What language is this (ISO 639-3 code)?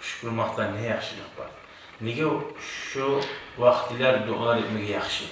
kum